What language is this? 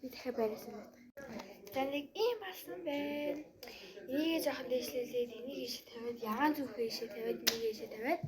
Mongolian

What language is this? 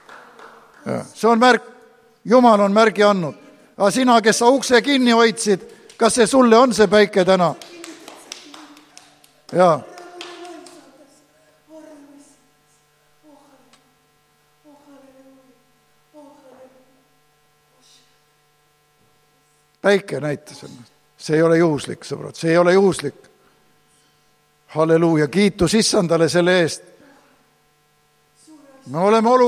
Estonian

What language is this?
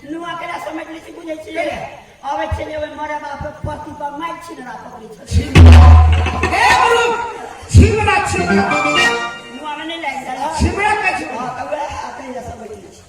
Maithili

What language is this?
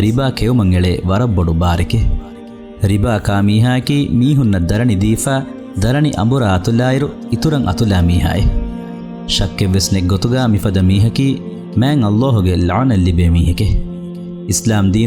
Divehi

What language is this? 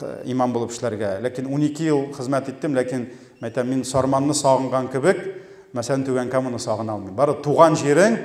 Tatar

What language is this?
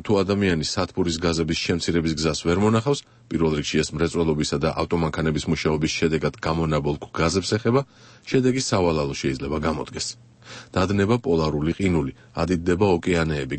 Georgian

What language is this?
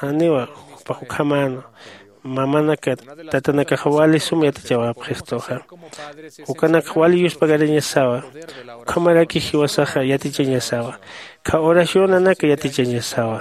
Aymara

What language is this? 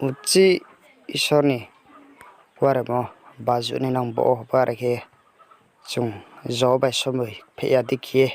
Riang (India)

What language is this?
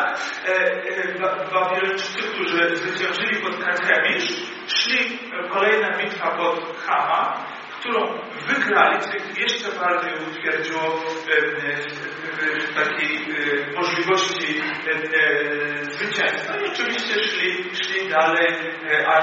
Polish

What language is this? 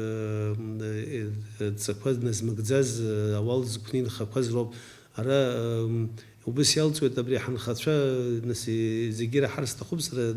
Abkhazian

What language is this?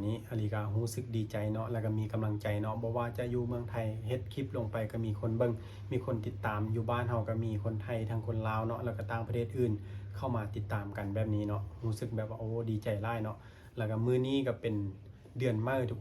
Lao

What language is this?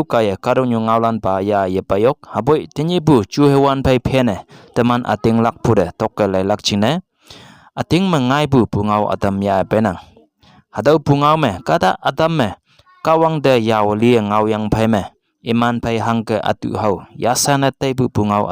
Konyak Naga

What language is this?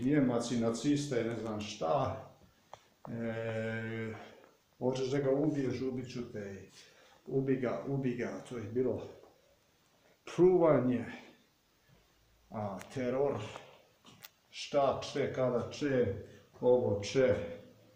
Croatian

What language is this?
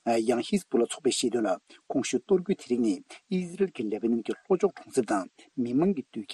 Tibetan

